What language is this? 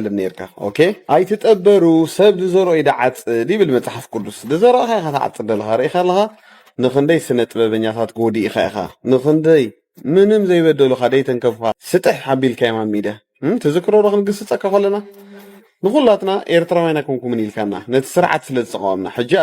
Tigrinya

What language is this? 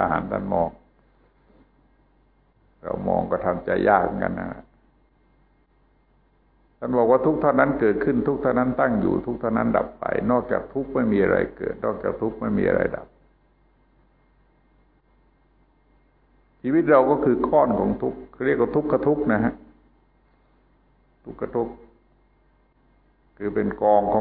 Thai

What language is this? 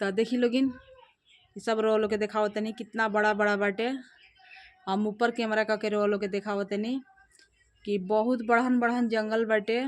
Bhojpuri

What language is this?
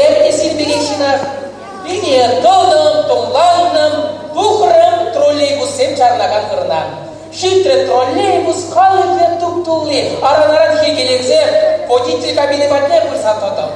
Chuvash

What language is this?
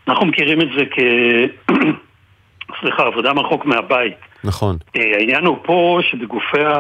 Hebrew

